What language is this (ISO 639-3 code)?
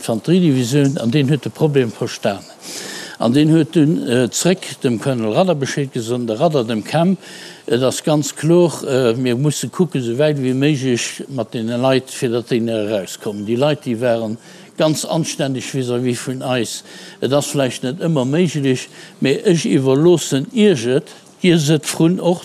ltz